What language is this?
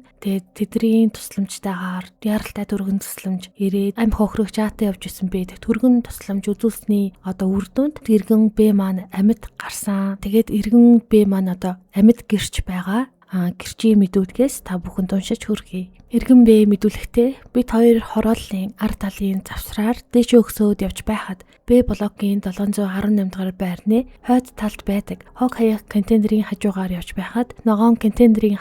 Mongolian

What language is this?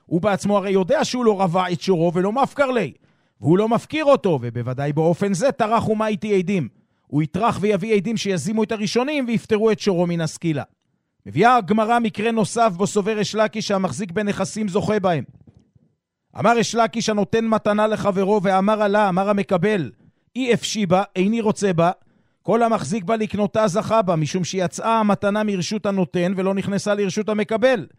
Hebrew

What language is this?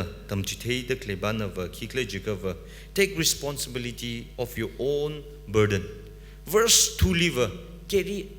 Tangkhul Naga (India)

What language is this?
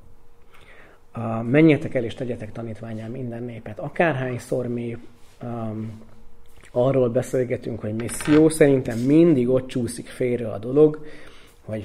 Hungarian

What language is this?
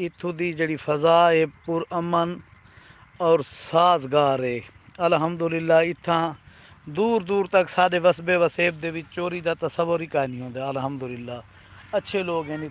Saraiki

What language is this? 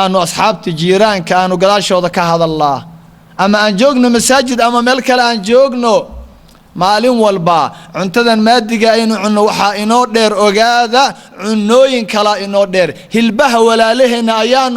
Somali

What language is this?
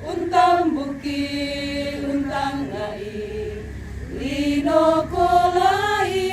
Toraja-Sa'dan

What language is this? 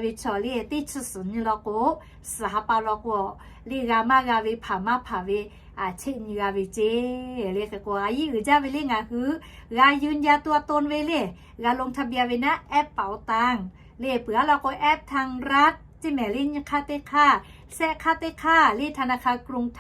Lahu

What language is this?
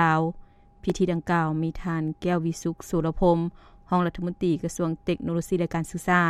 Lao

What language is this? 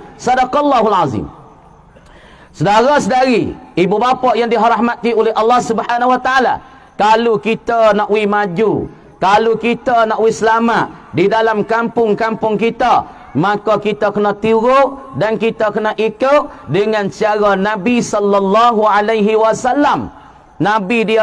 Malay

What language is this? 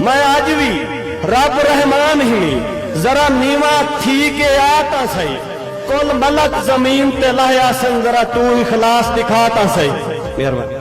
Saraiki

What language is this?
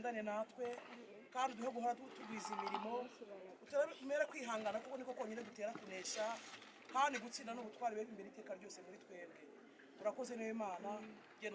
Kinyarwanda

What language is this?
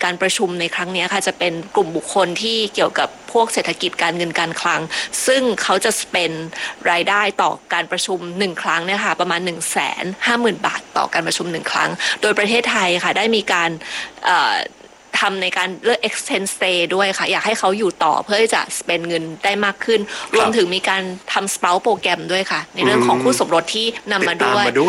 Thai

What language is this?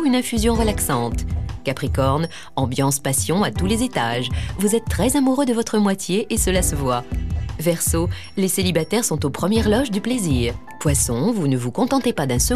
French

